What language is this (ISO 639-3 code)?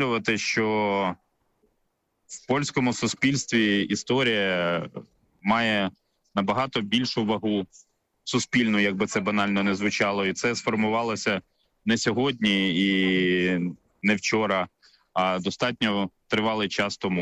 ukr